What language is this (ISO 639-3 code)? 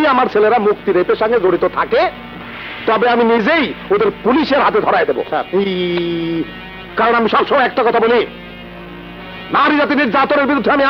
ben